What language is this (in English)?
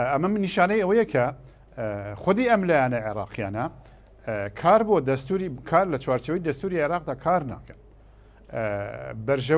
Central Kurdish